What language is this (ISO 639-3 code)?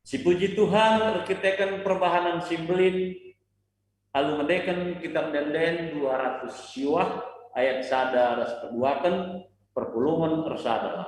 btx